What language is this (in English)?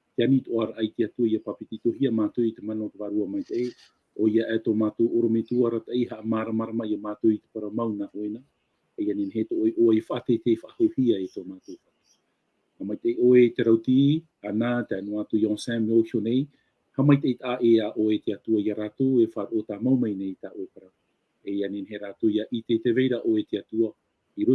Tahitian